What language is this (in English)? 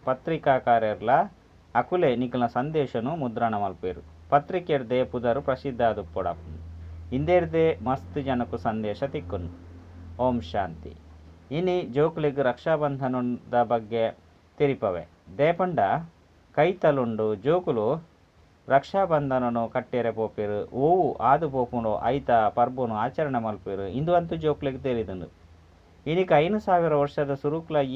Tulu